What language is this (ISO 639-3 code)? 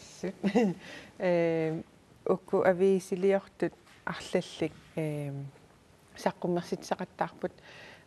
kal